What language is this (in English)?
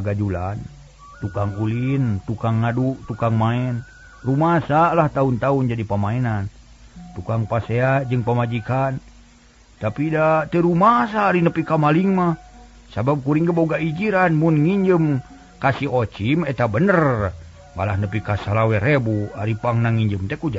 Sundanese